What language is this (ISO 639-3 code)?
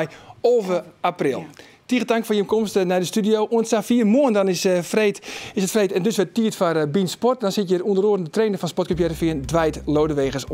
fry